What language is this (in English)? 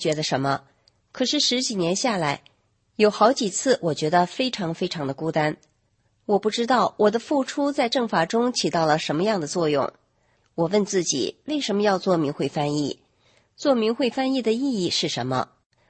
Chinese